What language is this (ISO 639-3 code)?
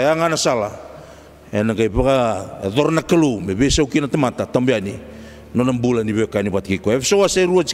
fij